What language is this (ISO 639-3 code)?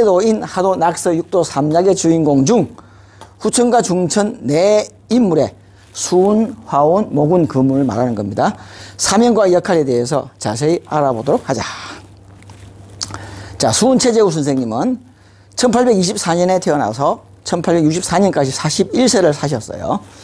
kor